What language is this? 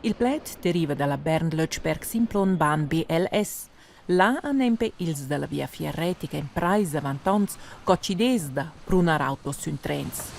Romansh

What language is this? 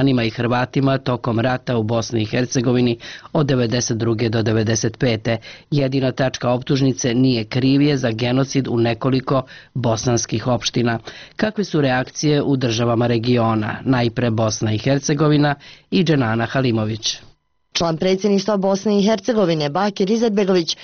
Serbian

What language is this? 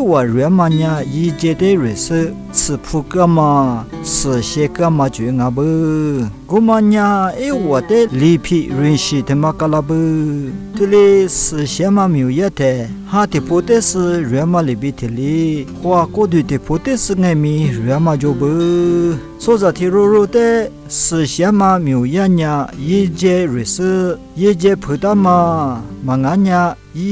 Lisu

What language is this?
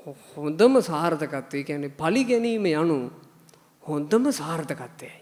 Sinhala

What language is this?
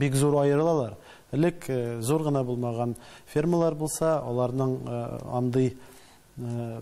Tatar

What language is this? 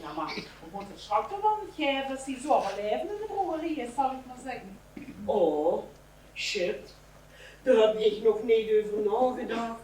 Limburgish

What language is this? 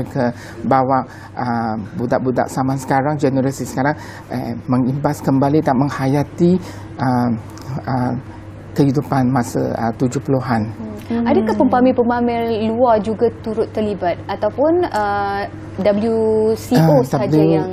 Malay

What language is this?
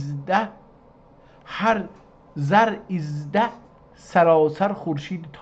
South Azerbaijani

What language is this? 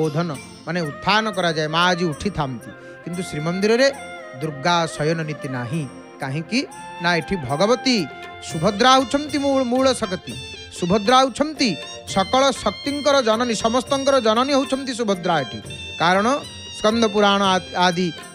Odia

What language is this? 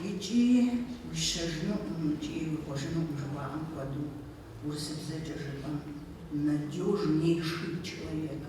Kabardian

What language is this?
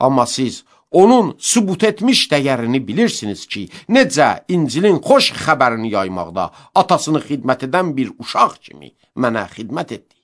Azerbaijani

